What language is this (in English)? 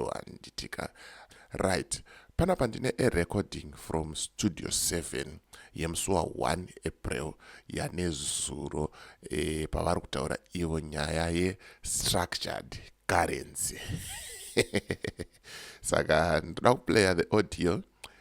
Shona